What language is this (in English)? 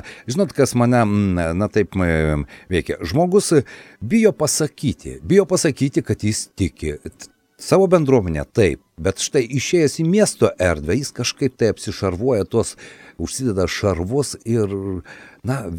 Lithuanian